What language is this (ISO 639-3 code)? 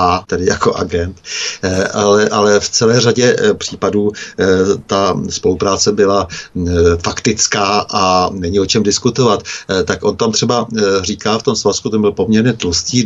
ces